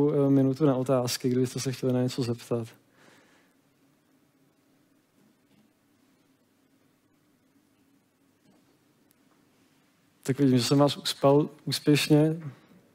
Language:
Czech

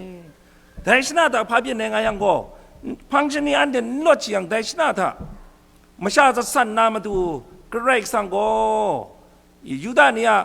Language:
Kachin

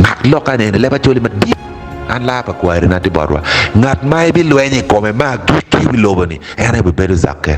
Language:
Acoli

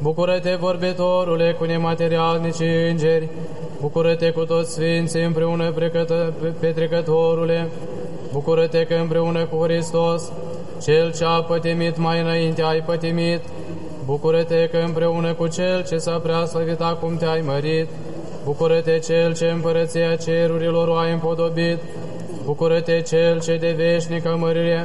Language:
Romanian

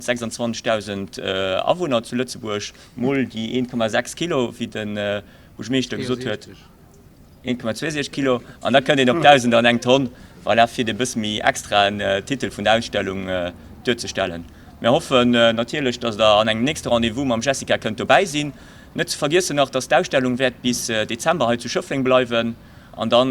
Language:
Luxembourgish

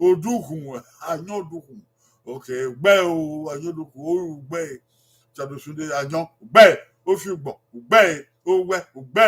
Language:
Bini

